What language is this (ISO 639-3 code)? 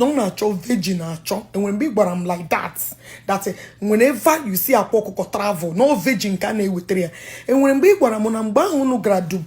ibo